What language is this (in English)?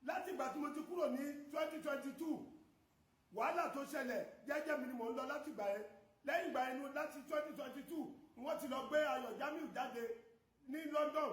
Yoruba